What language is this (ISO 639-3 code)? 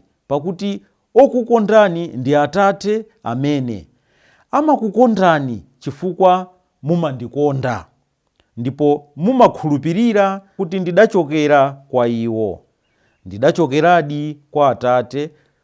nya